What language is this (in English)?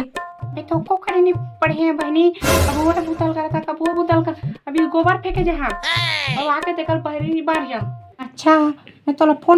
Chhattisgarhi